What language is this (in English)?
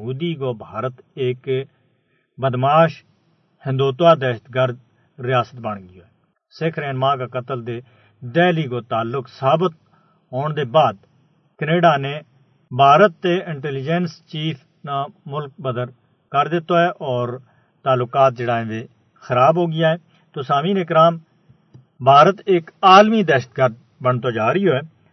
Gujari